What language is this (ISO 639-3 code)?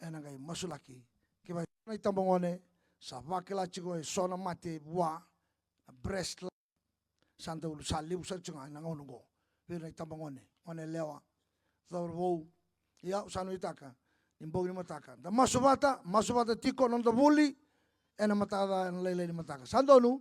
fij